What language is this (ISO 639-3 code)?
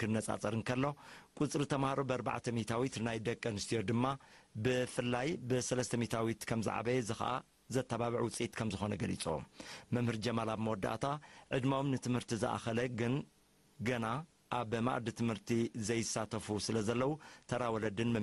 tir